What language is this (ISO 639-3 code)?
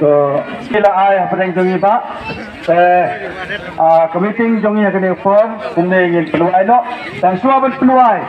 kha